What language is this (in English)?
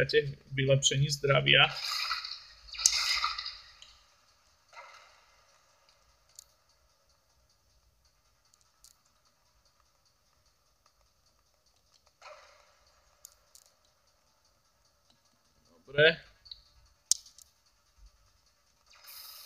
Slovak